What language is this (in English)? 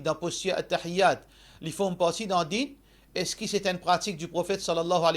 Morisyen